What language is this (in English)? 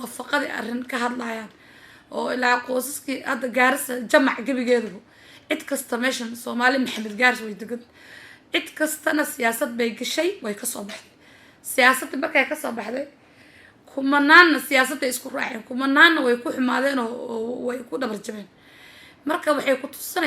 Somali